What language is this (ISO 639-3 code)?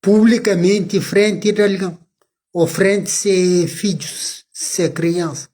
kea